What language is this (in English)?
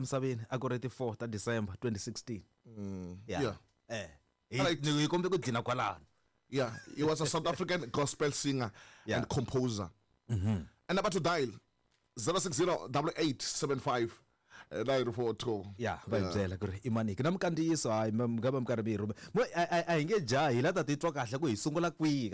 Tsonga